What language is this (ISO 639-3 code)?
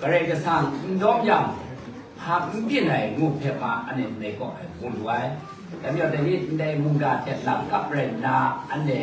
kac